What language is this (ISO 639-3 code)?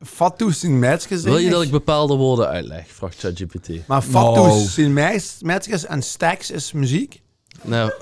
lim